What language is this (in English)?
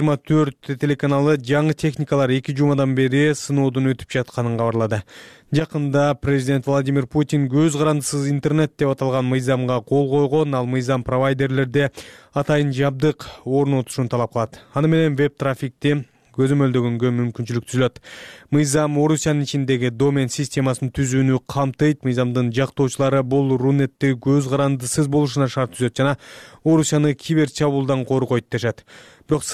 Kyrgyz